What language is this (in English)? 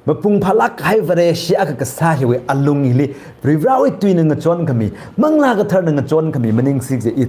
Tangkhul Naga (India)